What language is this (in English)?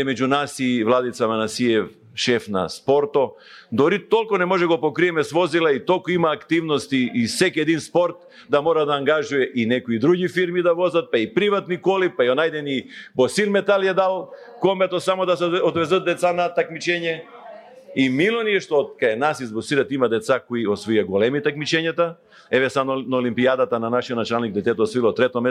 Macedonian